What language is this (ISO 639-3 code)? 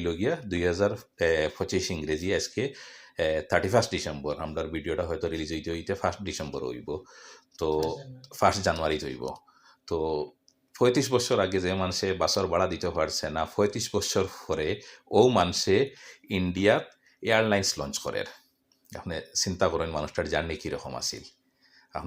syl